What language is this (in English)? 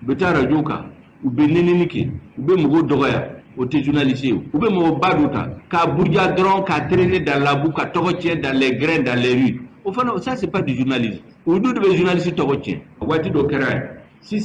Bambara